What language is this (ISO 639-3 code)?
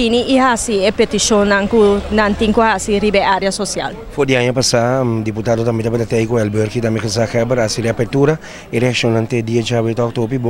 pap